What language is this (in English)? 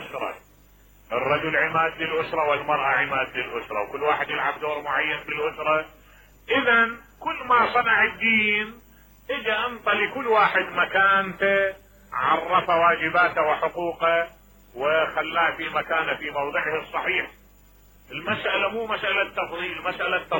Mesopotamian Arabic